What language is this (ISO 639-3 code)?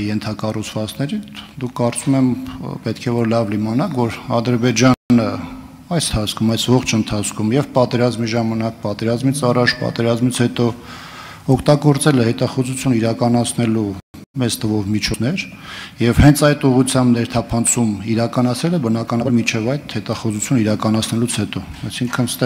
hye